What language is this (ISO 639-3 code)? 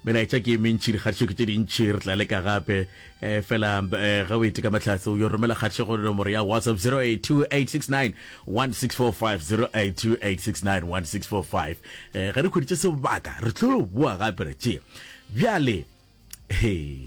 nso